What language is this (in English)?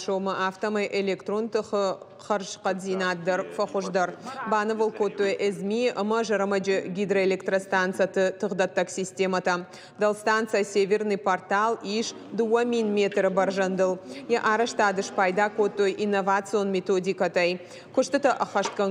Ossetic